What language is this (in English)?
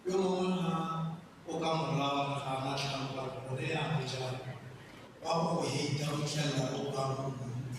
Tswana